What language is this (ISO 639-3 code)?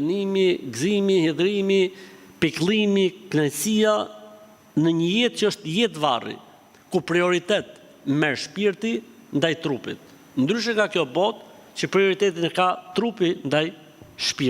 sqi